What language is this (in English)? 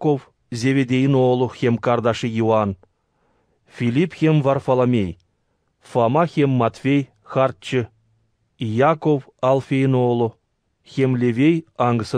Gagauz